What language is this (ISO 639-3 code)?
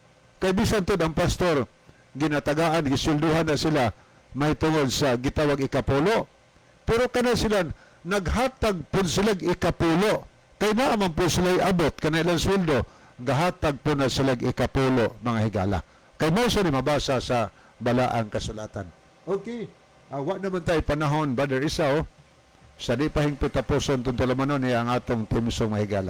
ceb